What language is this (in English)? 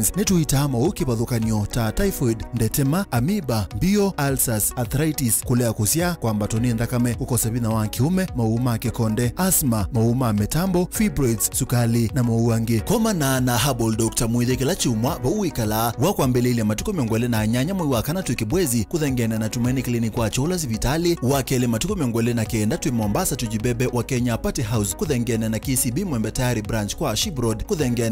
Kamba